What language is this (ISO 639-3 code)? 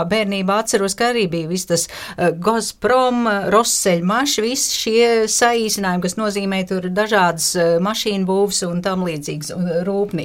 lav